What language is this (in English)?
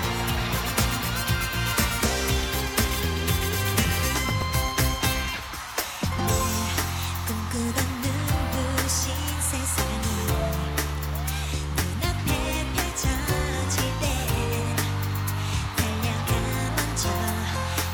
Korean